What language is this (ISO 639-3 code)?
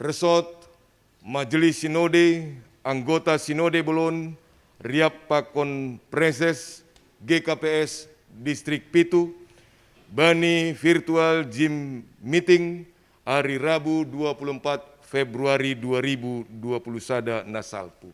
bts